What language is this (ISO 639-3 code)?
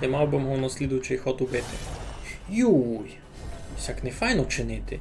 rue